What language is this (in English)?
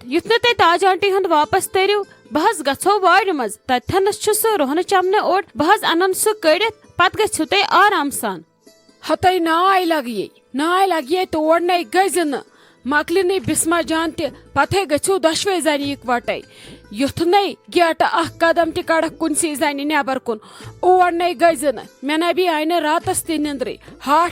Kashmiri